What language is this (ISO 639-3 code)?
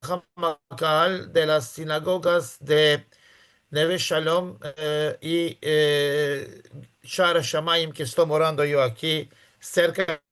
lad